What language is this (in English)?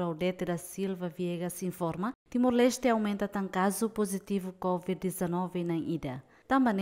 Tetum